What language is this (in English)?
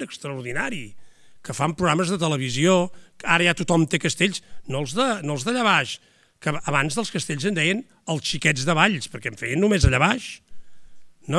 Catalan